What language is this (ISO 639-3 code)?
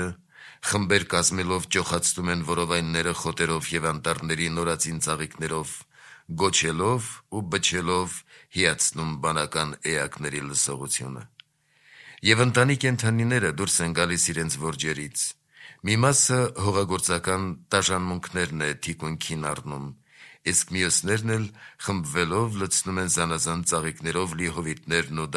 hye